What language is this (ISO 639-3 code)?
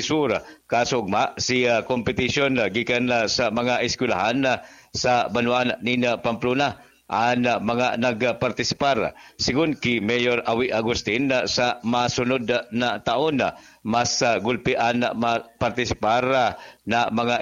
bik